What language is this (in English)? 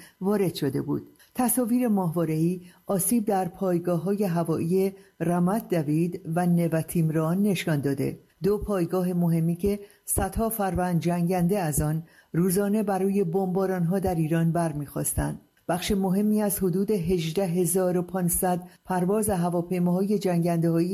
Persian